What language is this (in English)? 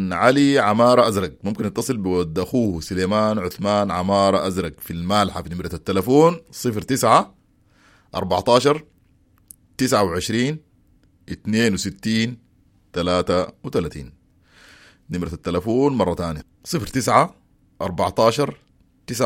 Sudanese Arabic